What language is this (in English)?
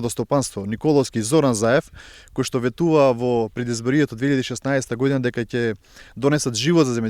Macedonian